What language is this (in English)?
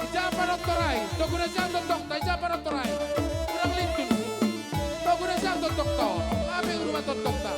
Batak Simalungun